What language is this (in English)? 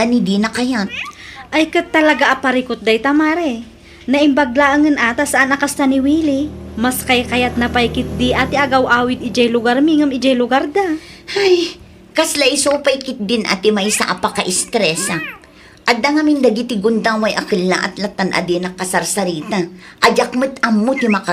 Iloko